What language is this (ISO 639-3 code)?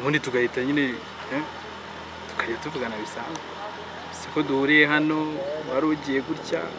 kin